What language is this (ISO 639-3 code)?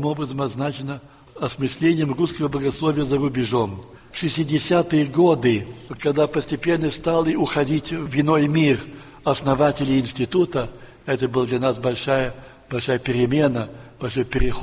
rus